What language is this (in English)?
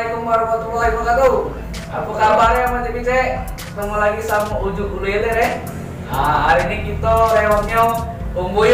Musi